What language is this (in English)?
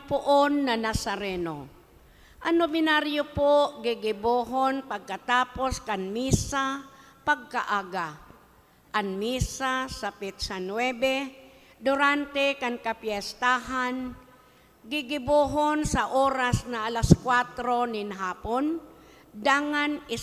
Bikol